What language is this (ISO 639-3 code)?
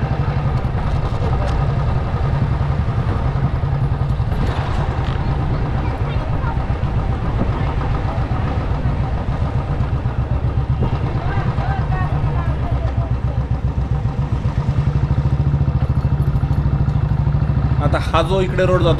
mar